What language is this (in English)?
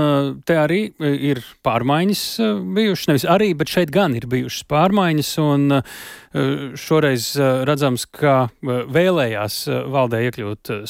Latvian